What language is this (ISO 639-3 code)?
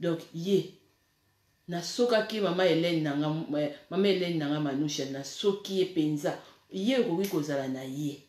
lin